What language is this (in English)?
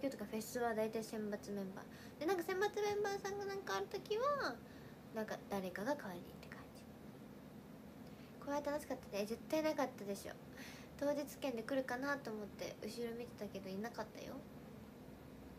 Japanese